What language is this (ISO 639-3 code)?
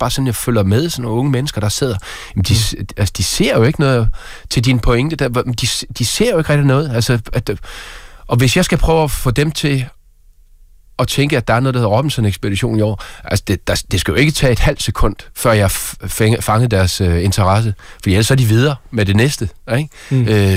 dan